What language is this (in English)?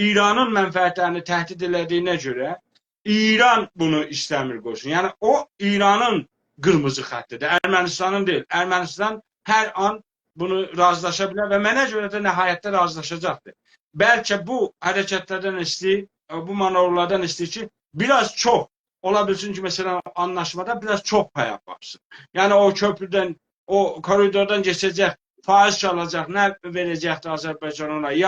South Azerbaijani